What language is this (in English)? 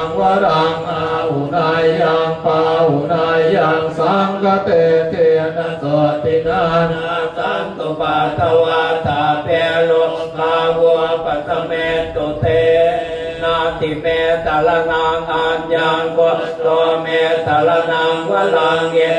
Pali